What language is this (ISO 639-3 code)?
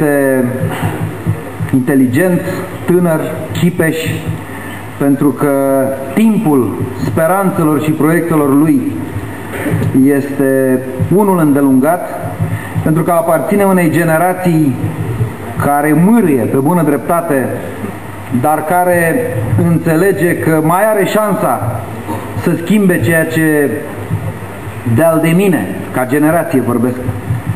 ron